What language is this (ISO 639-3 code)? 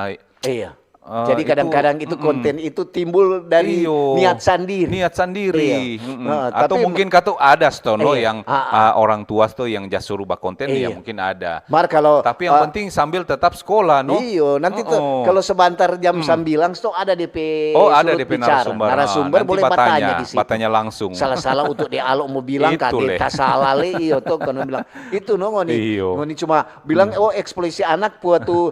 xmm